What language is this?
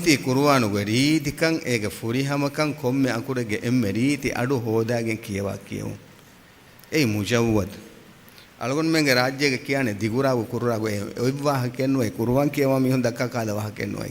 Divehi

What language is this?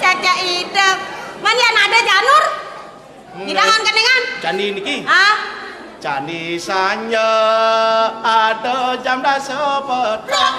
Balinese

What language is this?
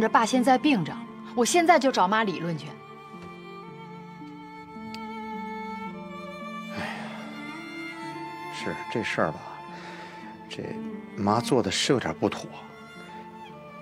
Chinese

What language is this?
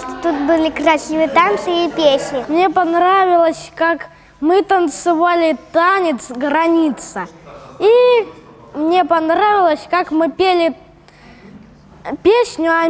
Russian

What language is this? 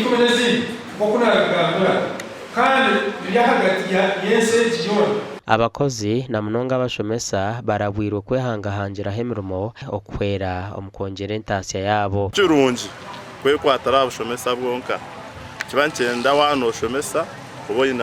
Nyankole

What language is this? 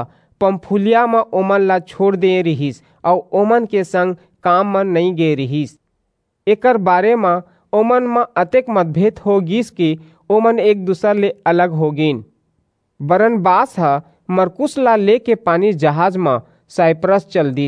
Chhattisgarhi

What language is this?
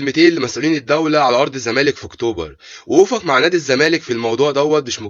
Egyptian Arabic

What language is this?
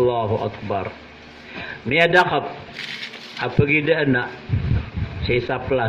Maranao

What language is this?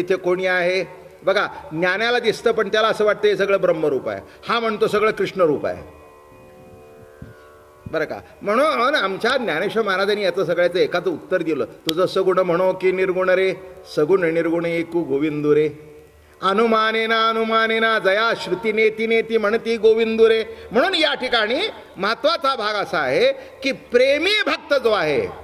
Marathi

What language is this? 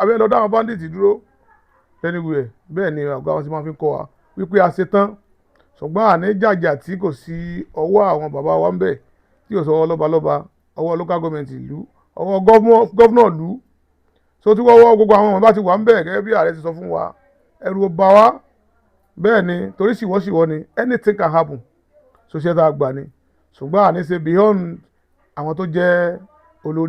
Yoruba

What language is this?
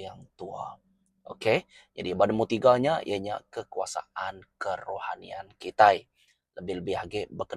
Iban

